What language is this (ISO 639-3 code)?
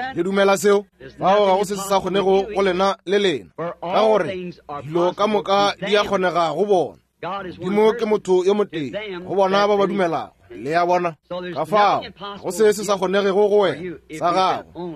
nso